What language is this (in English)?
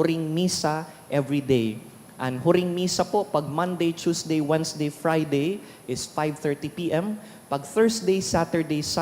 Bikol